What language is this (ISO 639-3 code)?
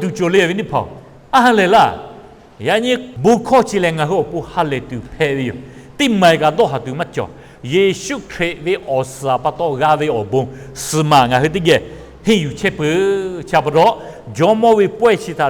lhu